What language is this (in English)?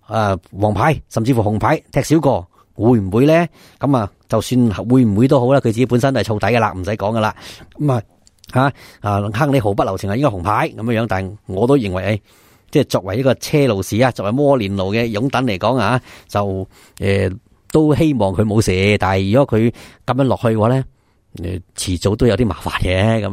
Cantonese